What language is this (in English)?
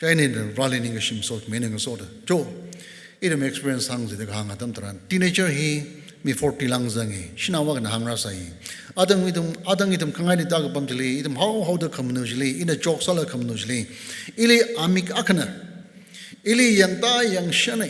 Tangkhul Naga (India)